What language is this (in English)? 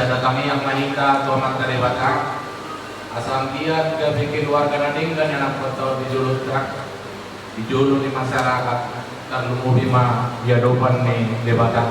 Batak Toba